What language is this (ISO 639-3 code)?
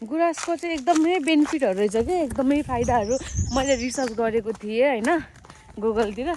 nep